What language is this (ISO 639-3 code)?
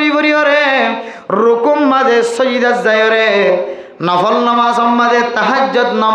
rhg